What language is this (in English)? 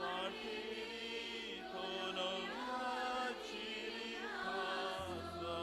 Konkani